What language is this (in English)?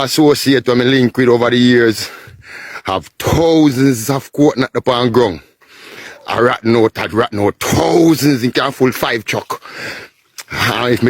Jamaican Creole English